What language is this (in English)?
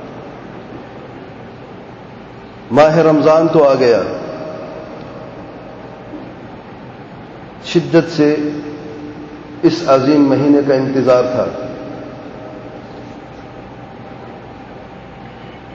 Urdu